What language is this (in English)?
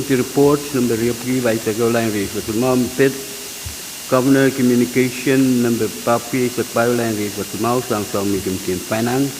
Pohnpeian